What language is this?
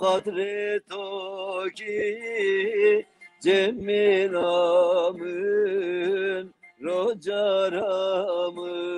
Zaza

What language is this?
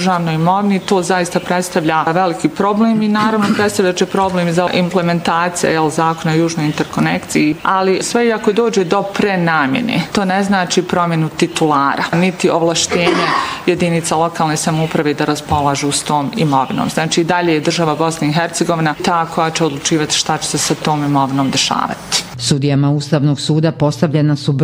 Bosnian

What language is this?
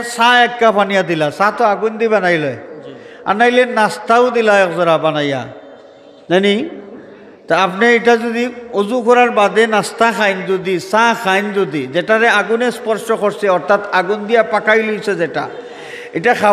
Sylheti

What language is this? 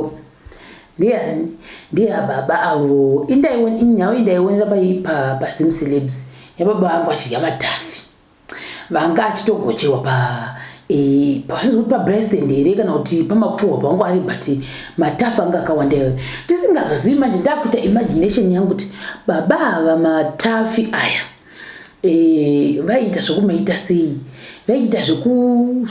Shona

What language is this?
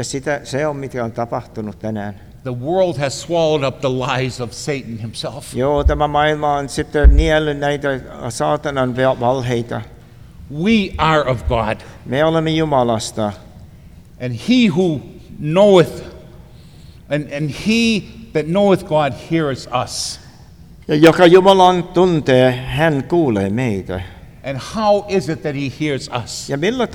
Finnish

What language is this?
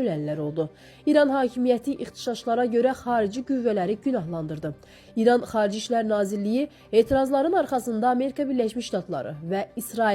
Azerbaijani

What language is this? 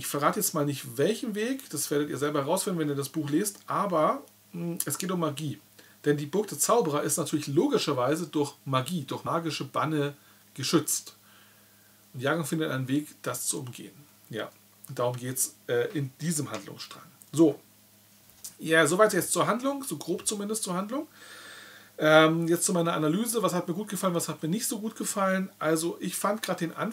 German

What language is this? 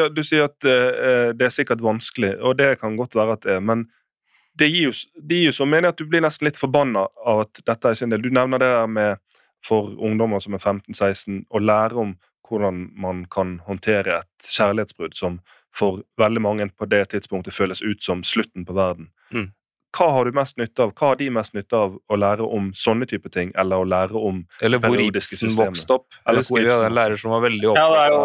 Norwegian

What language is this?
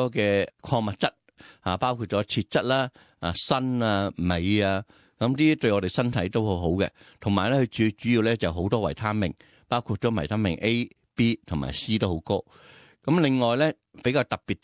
Cantonese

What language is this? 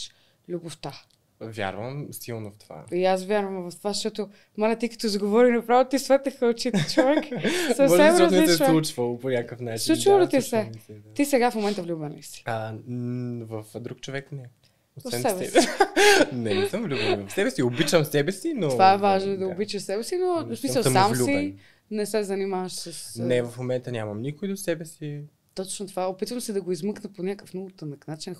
Bulgarian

